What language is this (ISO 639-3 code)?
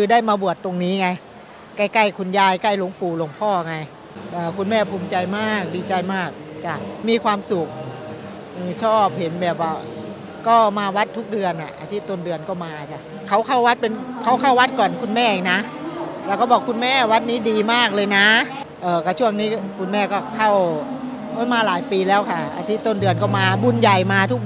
tha